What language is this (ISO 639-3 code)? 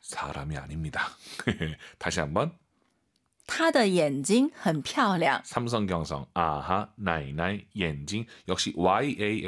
kor